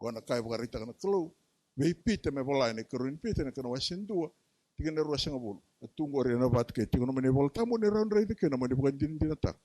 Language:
Fijian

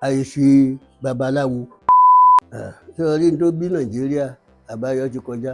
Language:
Yoruba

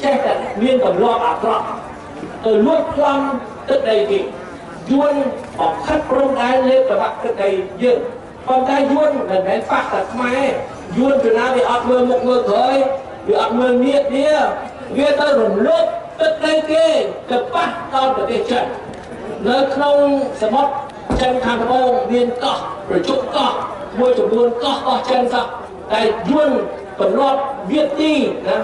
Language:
Khmer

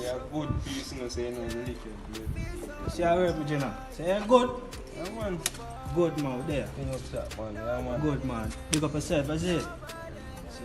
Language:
Jamaican Creole English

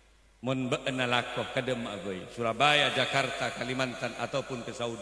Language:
Madurese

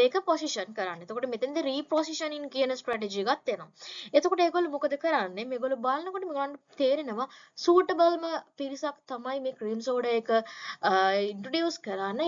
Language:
Sinhala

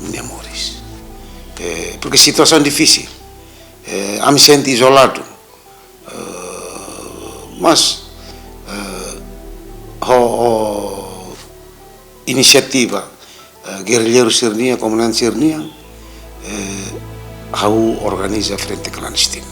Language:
Tetum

